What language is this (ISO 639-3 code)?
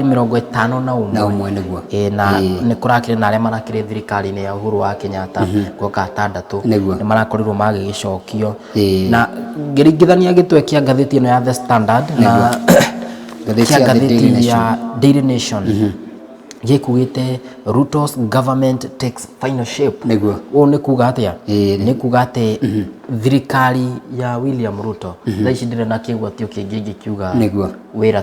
kik